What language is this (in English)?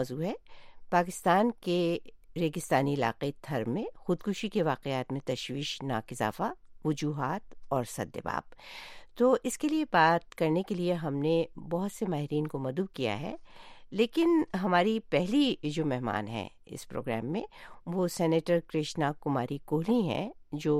Urdu